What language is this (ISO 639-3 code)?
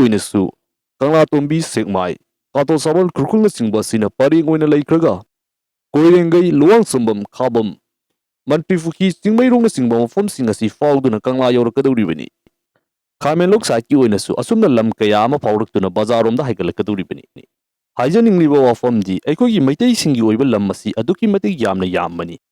mni